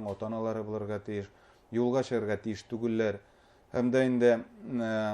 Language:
Bashkir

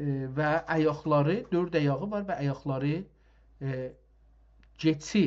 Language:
South Azerbaijani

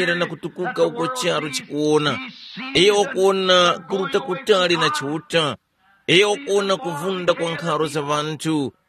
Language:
Tumbuka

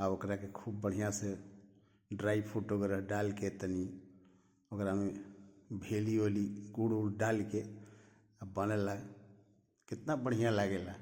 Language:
Bhojpuri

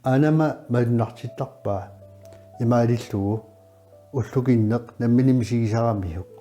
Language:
Kalaallisut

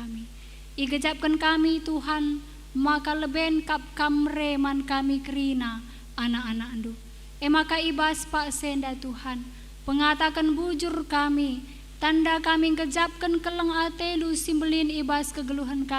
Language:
Batak Karo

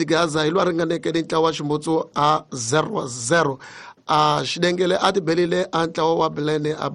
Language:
Tsonga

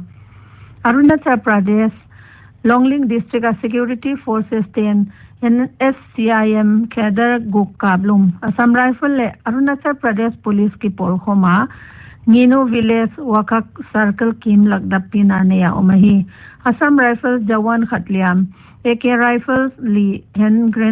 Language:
Paite Chin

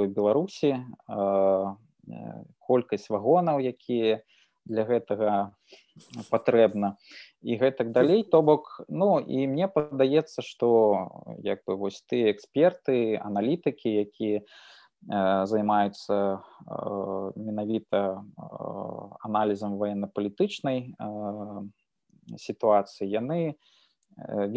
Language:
Belarusian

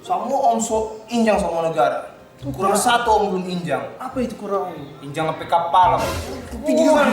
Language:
Manado Malay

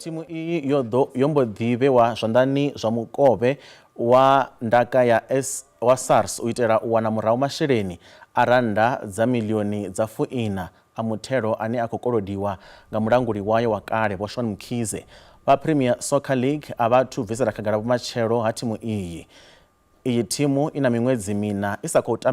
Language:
Venda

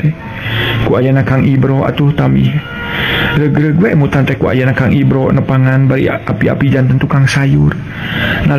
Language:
Sundanese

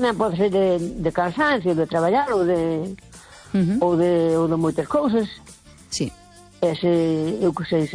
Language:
Galician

